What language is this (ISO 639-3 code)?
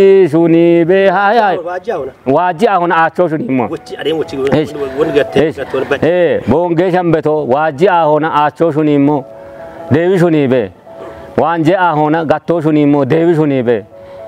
kbr